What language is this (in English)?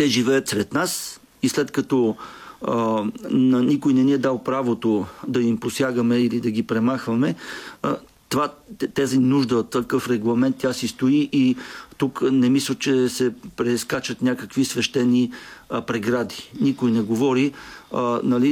Bulgarian